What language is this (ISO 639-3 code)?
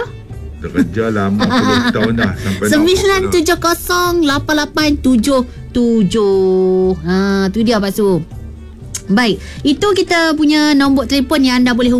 msa